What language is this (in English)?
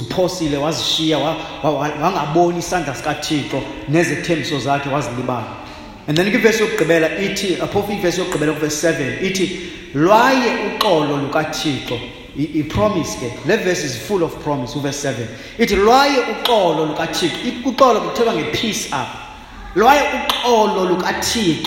Xhosa